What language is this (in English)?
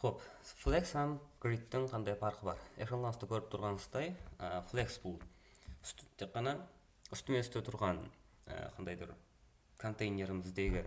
Kara-Kalpak